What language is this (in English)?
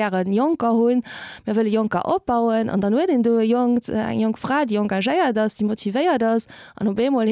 Luxembourgish